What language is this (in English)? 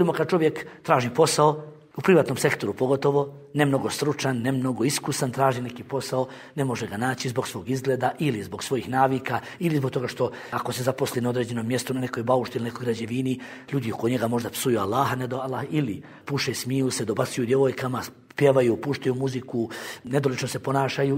Bosnian